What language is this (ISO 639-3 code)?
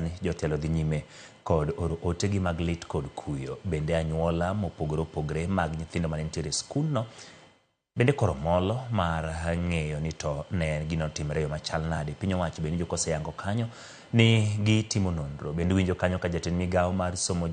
luo